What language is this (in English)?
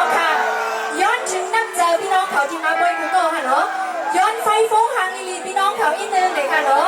Shan